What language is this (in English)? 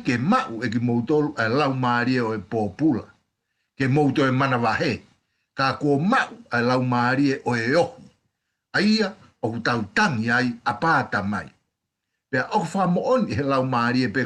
Tongan